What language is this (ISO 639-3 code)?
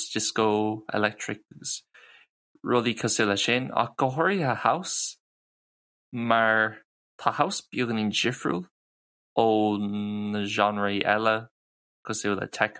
gle